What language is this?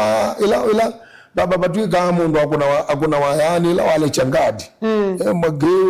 Kamba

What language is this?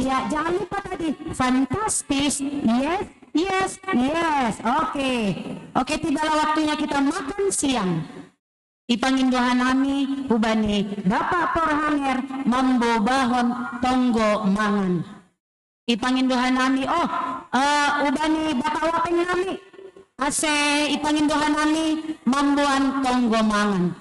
Batak Simalungun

